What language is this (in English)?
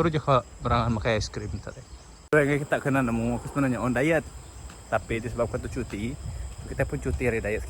Iban